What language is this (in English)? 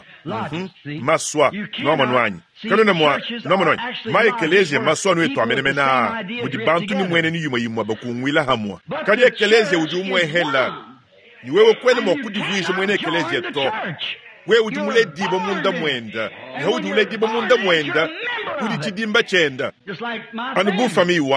Luba-Lulua